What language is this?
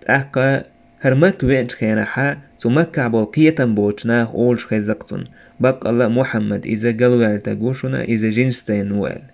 Chechen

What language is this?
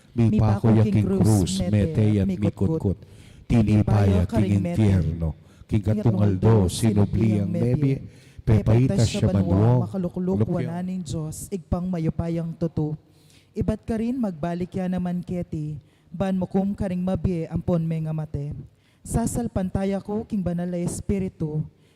Pampanga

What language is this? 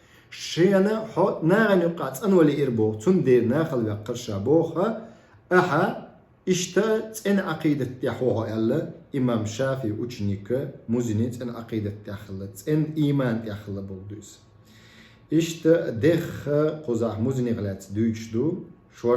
Chechen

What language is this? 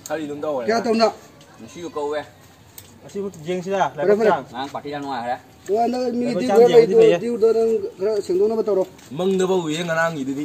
Manipuri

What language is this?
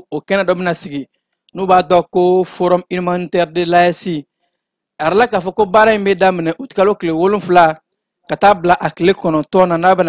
Bambara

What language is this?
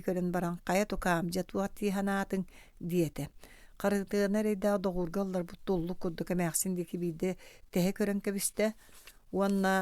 Yakut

